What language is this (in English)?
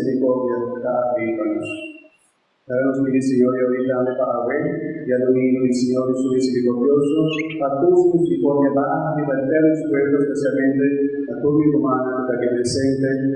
Papiamento